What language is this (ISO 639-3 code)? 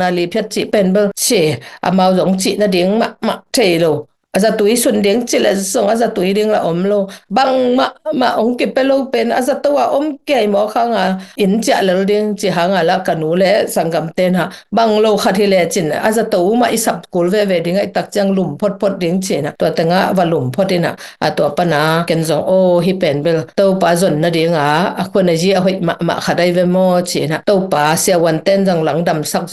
ctd